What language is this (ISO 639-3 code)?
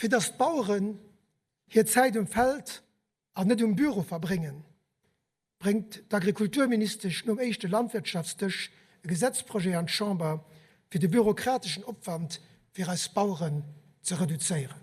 ltz